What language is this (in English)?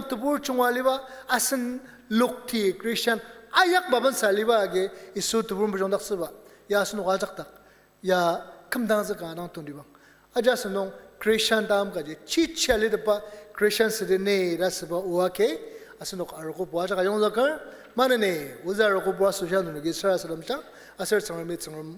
Ao Naga